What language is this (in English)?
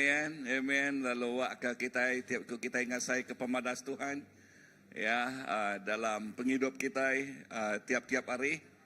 Iban